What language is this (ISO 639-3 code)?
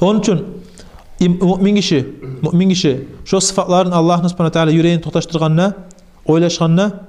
kum